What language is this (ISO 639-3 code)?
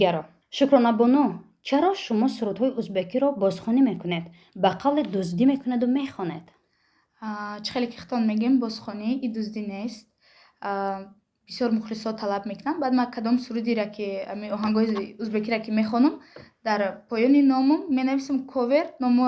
tgk